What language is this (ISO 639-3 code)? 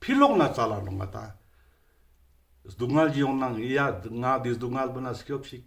lbj